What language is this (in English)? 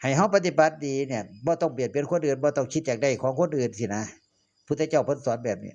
Northeastern Thai